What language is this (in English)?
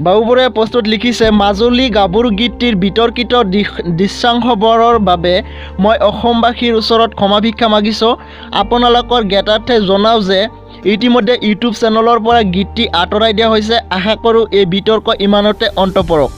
Assamese